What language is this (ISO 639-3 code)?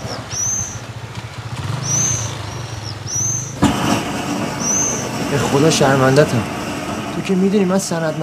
fas